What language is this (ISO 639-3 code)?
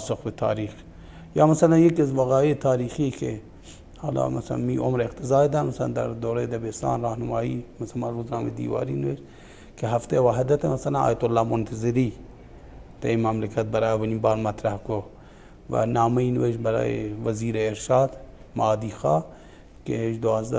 bal